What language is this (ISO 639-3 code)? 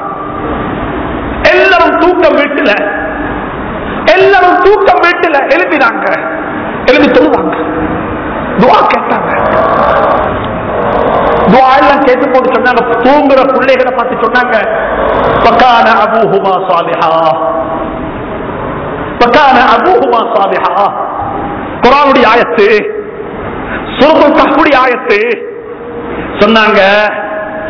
tam